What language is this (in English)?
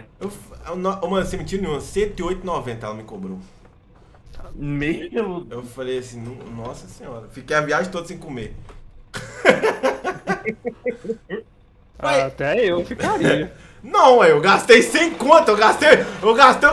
Portuguese